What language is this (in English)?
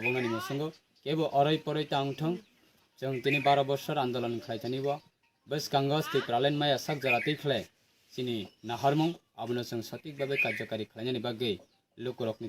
Kok Borok